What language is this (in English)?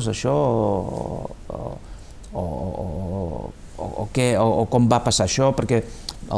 Catalan